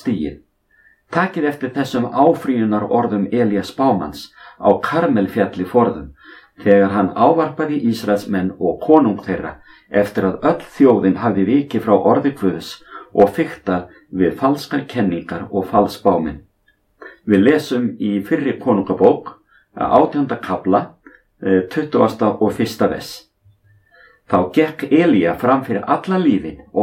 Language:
Icelandic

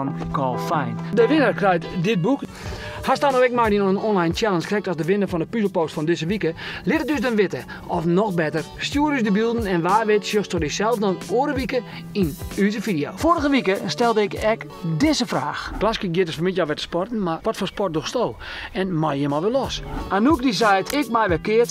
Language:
Western Frisian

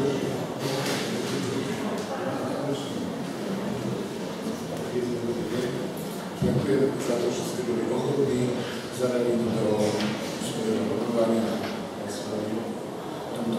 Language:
Slovak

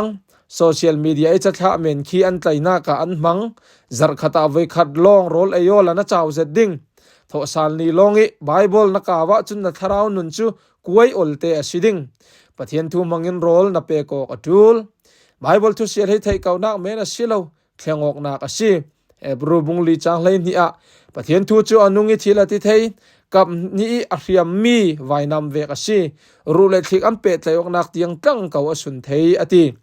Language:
Falam Chin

